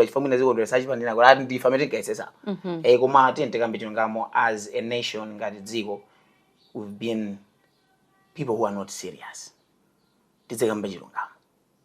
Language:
Nyanja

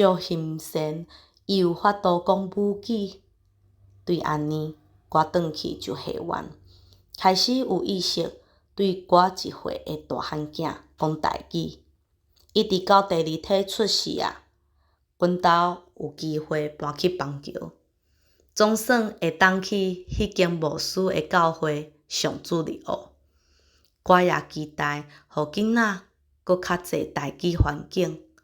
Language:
Min Nan Chinese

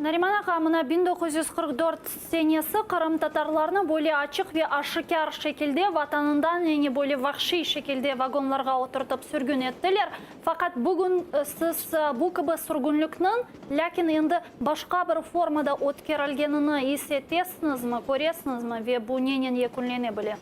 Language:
Crimean Tatar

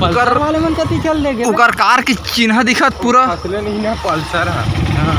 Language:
Chhattisgarhi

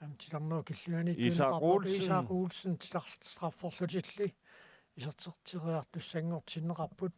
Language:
Kalaallisut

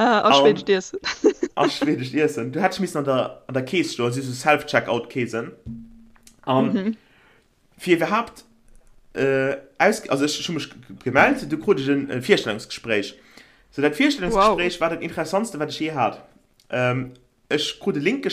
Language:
Luxembourgish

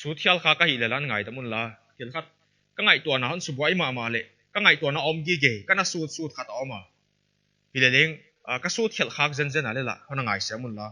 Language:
Paite Chin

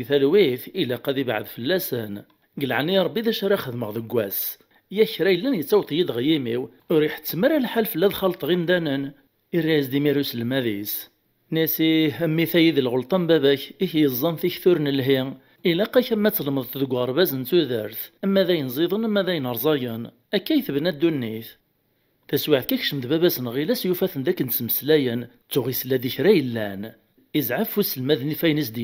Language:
Kabyle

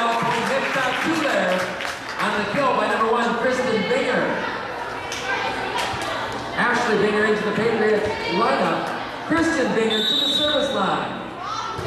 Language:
English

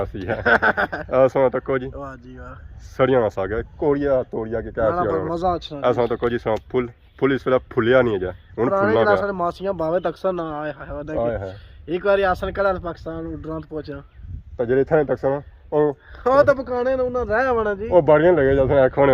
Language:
Pahari-Potwari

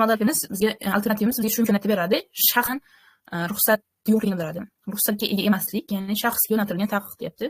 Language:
Uzbek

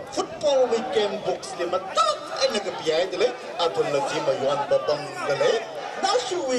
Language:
Tangkhul Naga (India)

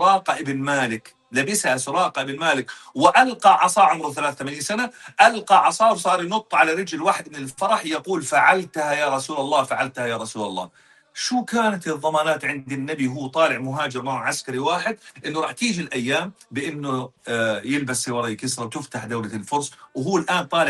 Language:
North Levantine Arabic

